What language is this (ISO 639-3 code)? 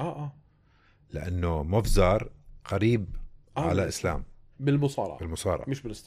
apc